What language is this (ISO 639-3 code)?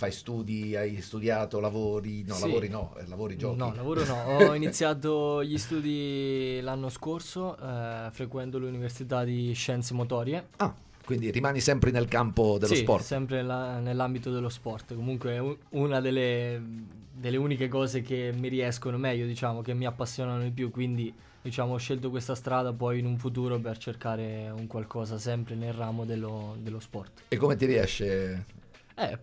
ita